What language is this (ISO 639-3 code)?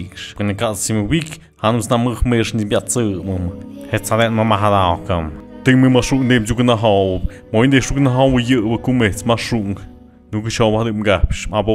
mxp